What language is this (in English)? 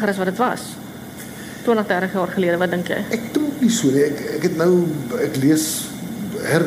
Afrikaans